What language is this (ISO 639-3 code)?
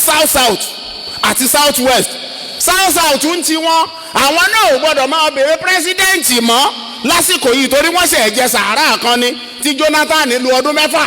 yor